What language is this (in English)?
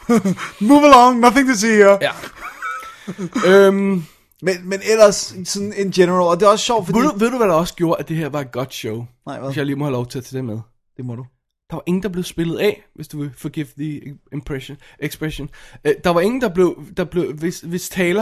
Danish